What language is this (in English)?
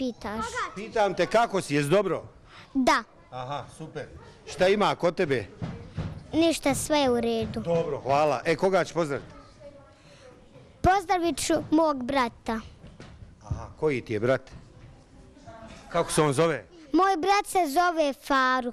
Bosnian